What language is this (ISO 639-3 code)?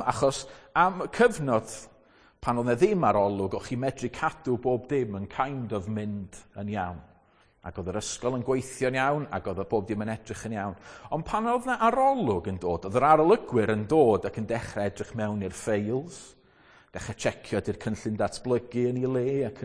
cym